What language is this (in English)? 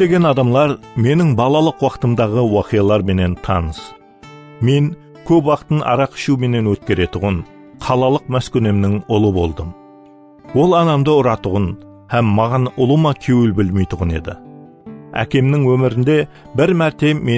Kara-Kalpak